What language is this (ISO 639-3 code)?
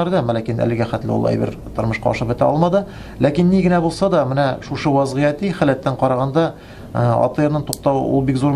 tat